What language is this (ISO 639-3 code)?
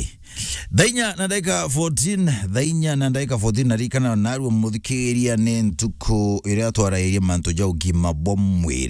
mer